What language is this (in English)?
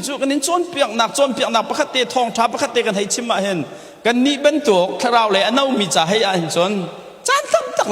Hakha Chin